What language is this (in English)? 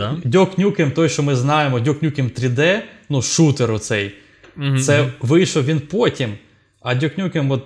Ukrainian